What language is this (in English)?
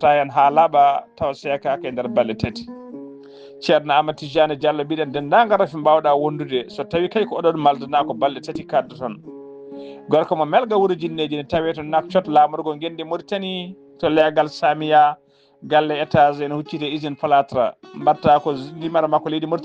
Fula